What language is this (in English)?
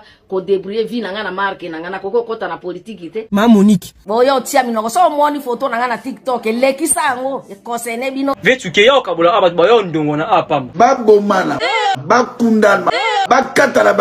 Lingala